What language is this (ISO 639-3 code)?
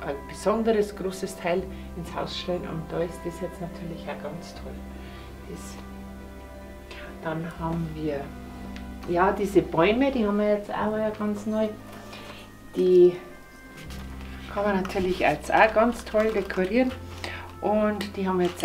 deu